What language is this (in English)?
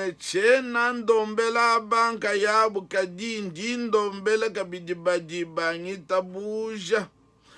Luba-Lulua